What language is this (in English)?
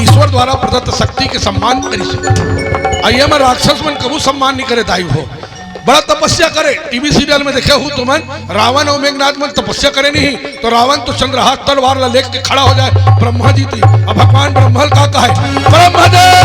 Chhattisgarhi